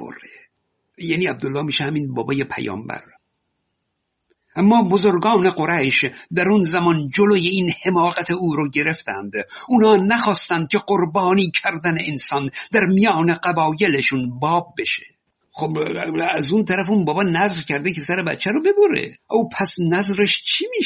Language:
Persian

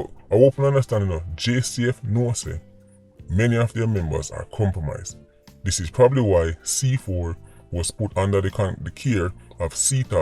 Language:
Jamaican Creole English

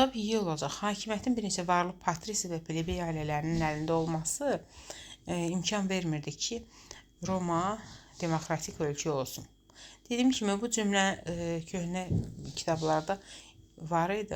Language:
Azerbaijani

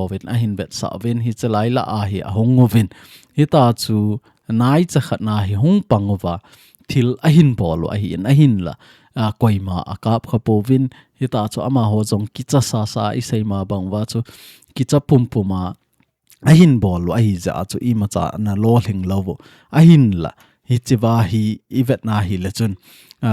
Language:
Thado Chin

